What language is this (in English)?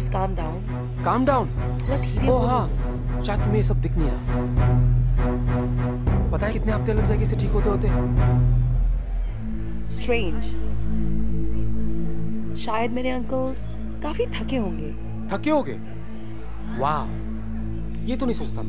Hindi